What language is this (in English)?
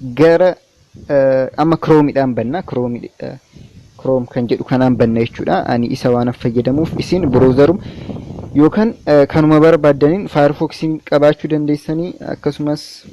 Oromo